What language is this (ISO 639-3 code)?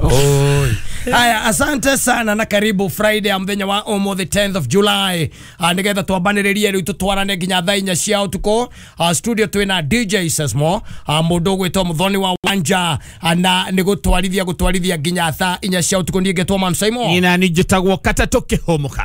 kik